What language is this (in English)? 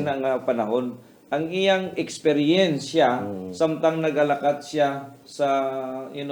Hiligaynon